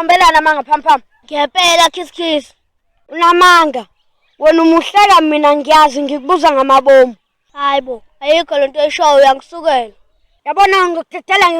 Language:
Zulu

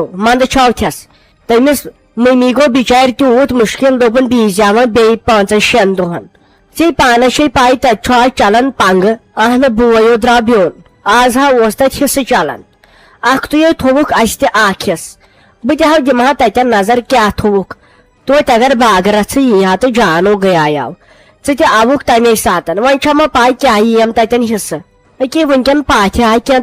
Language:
Kashmiri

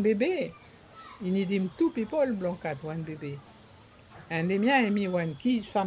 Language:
Bislama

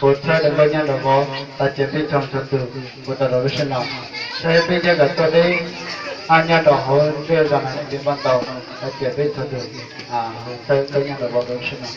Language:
Hmong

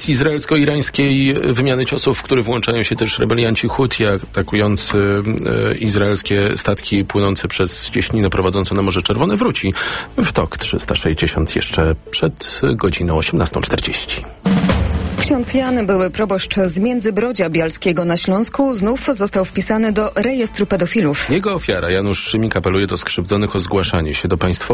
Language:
Polish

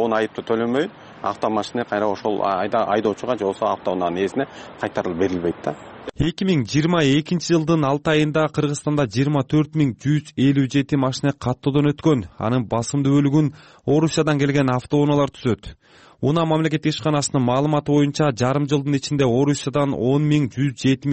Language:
Kyrgyz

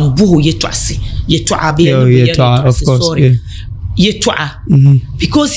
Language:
Dagbani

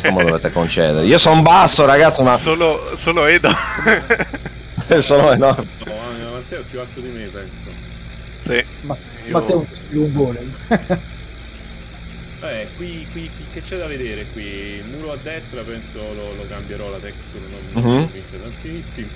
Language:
Italian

